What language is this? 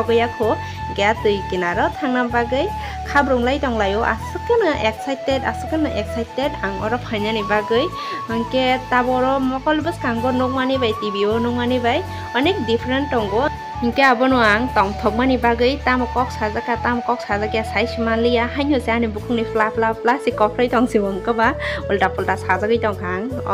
Kok Borok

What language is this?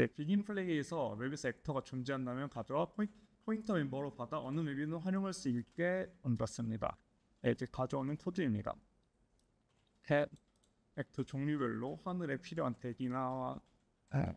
Korean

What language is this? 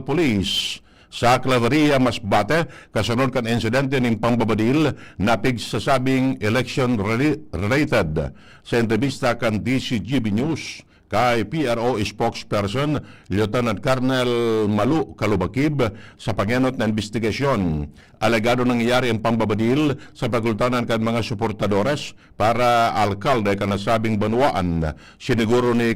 Bikol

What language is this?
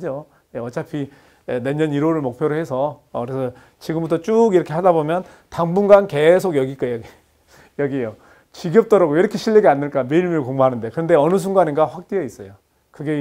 Korean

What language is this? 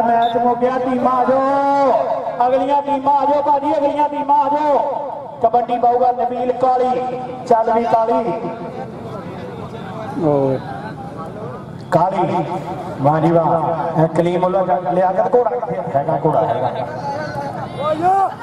Punjabi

